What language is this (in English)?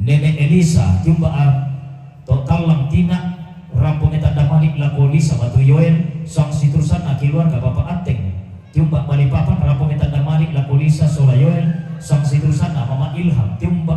Toraja-Sa'dan